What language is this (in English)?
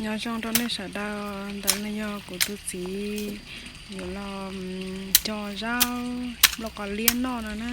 Hmong